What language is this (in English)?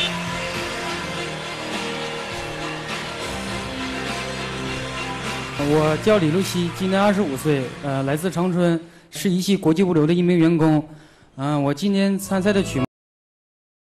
Chinese